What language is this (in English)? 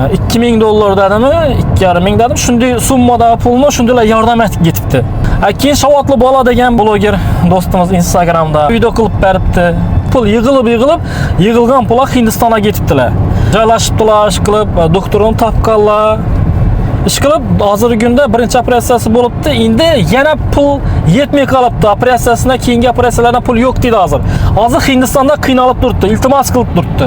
Uzbek